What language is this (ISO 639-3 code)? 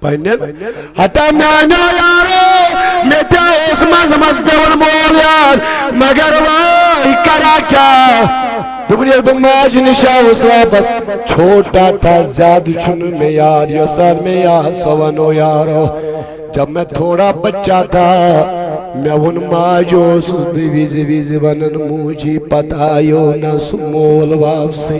kas